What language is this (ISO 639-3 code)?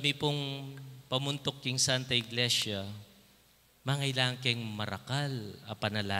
pam